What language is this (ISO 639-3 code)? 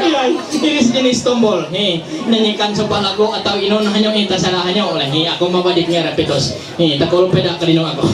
mhy